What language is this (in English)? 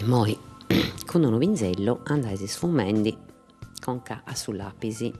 Sardinian